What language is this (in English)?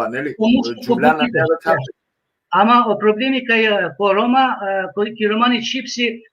Balkan Romani